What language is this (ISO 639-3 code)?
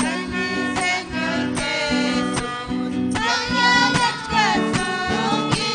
quy